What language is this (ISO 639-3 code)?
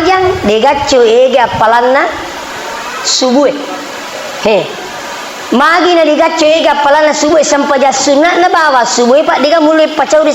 bug